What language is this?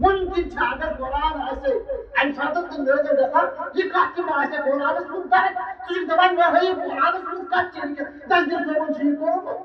Kashmiri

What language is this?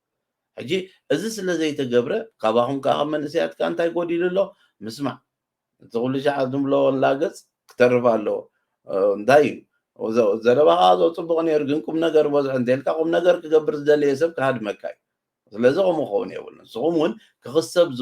Tigrinya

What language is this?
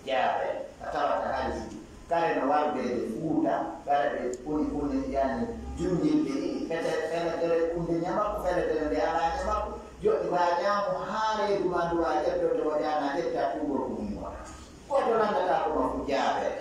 Fula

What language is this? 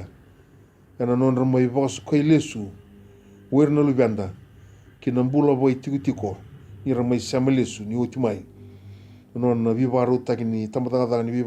Fijian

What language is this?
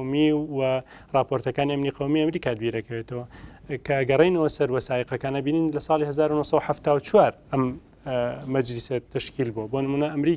Central Kurdish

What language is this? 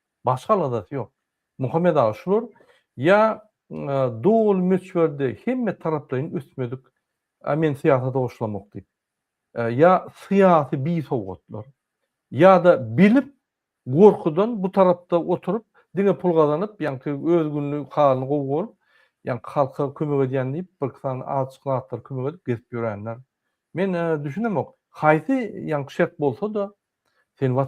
Turkmen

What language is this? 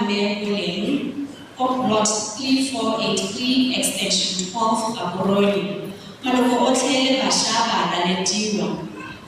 Tswana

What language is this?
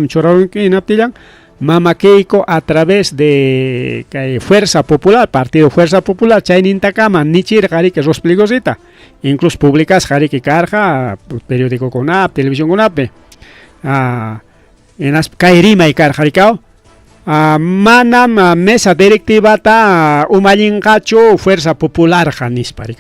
Ayacucho Quechua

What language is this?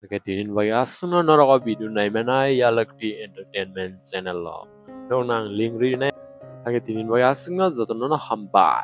Kok Borok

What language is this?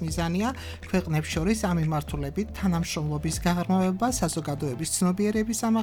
Georgian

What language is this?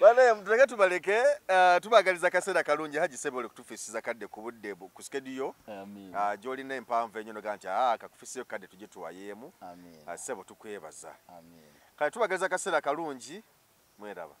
Ganda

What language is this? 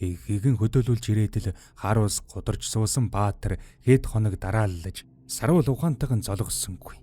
Mongolian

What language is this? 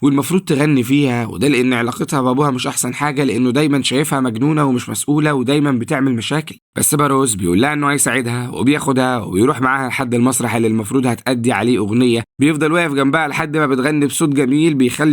Egyptian Arabic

